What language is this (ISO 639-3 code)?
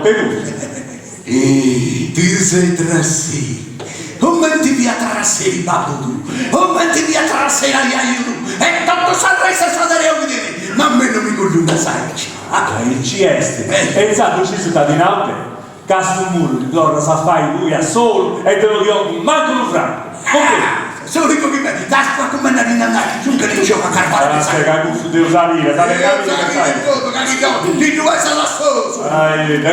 srd